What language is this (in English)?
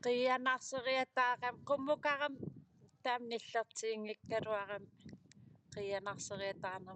Kalaallisut